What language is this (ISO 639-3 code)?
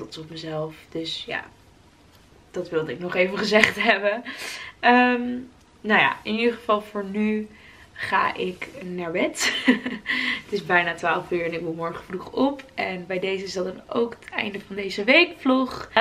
nld